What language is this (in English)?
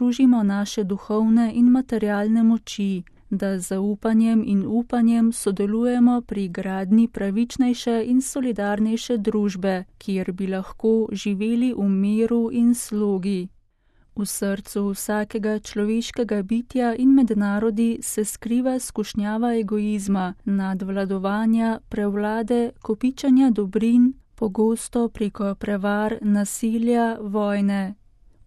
Slovenian